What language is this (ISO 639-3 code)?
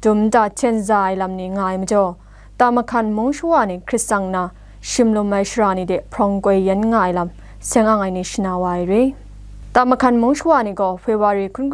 kac